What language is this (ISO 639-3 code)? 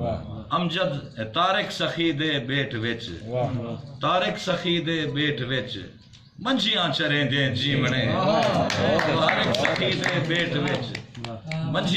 skr